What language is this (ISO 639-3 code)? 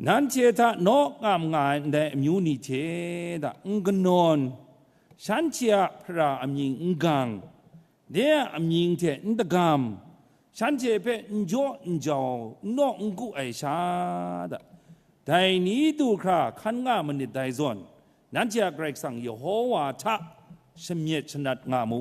kac